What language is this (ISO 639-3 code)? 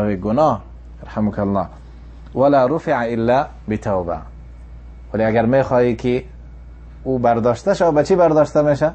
tgk